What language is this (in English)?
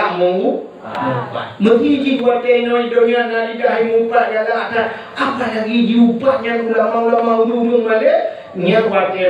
Achinese